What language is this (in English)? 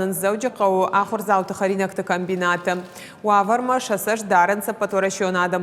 Ossetic